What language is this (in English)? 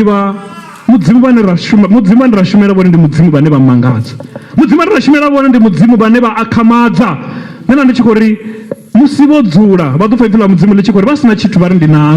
Venda